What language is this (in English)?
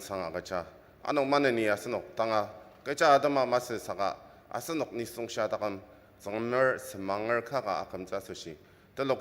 Ao Naga